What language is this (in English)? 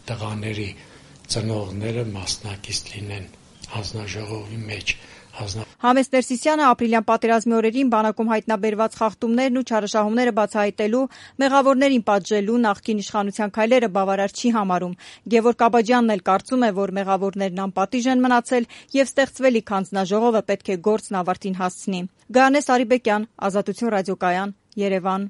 Armenian